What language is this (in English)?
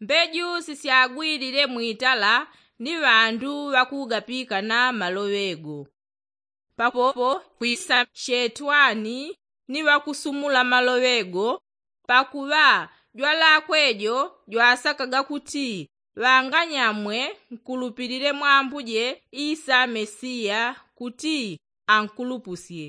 Yao